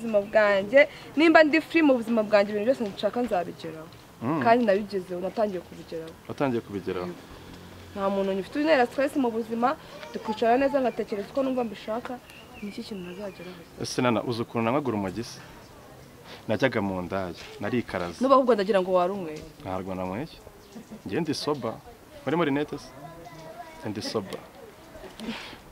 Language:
Kinyarwanda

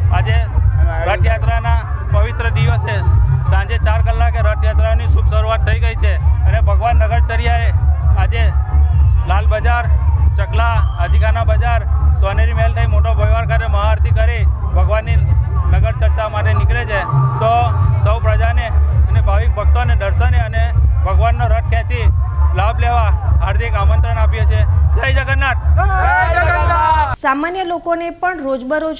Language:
Gujarati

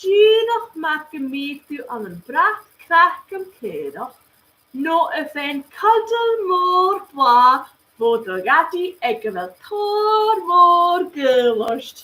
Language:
Scottish Gaelic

